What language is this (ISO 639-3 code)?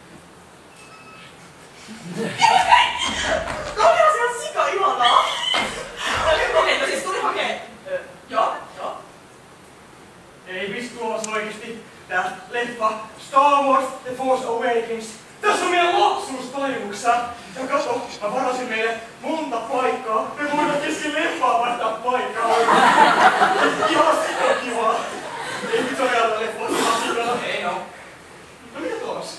fin